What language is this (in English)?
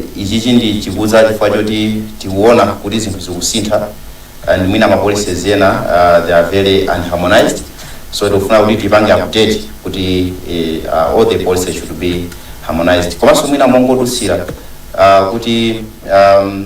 Nyanja